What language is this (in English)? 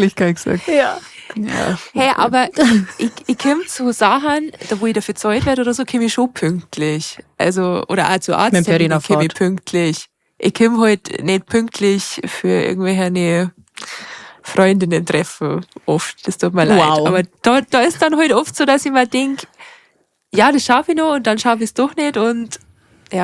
Bavarian